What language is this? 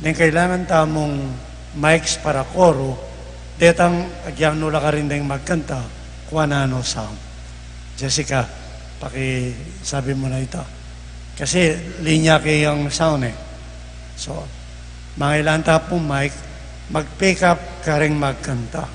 Pampanga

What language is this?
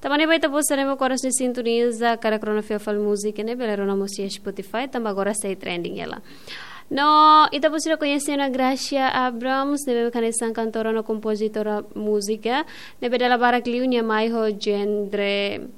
Tetum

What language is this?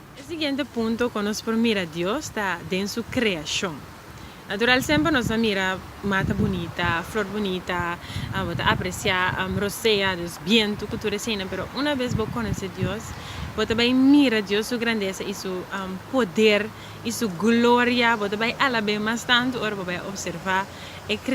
Papiamento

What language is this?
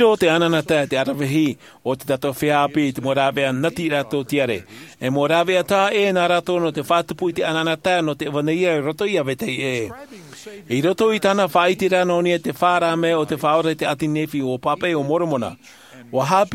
Tahitian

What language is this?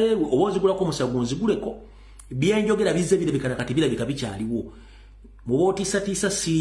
Ganda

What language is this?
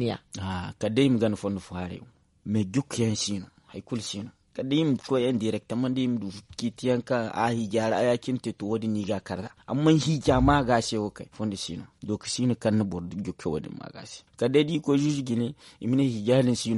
Zarma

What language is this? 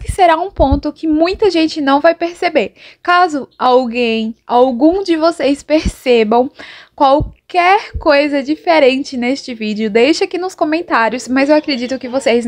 Portuguese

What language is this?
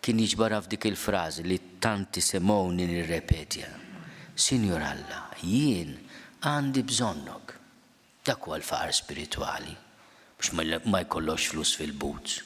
Maltese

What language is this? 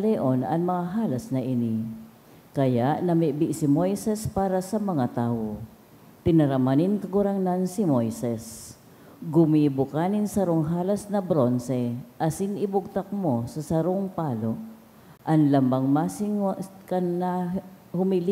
Bikol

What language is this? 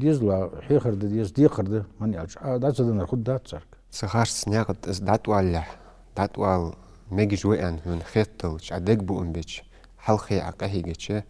Ingush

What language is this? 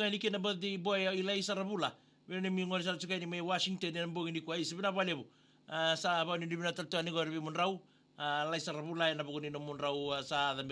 Fijian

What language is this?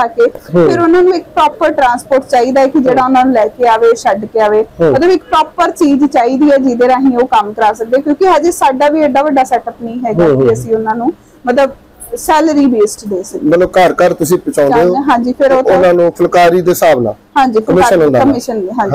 Punjabi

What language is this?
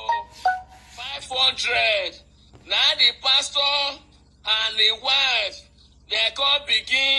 Nigerian Pidgin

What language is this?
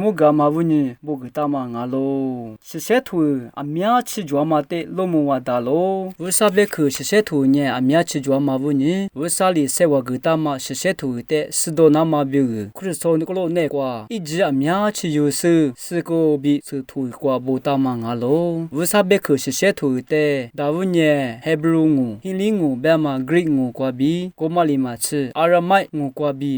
Lisu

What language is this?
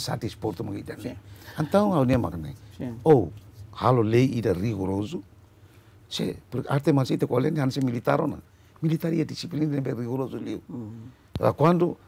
Tetum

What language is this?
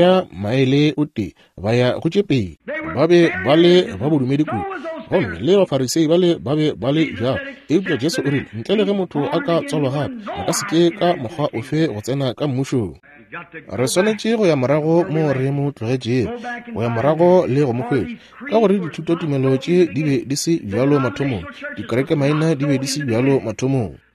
Northern Sotho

